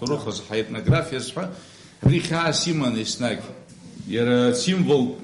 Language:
Abkhazian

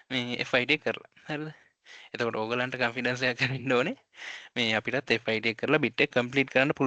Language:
Sinhala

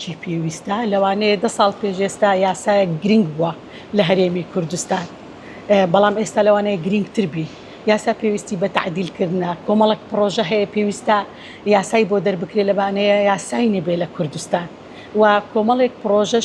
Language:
Central Kurdish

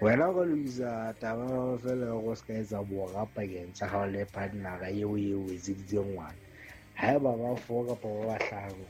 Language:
Southern Sotho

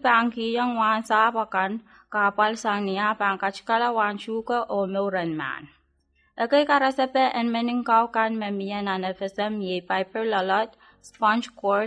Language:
Pohnpeian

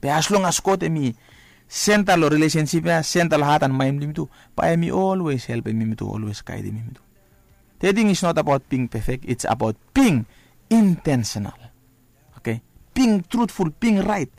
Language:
Bislama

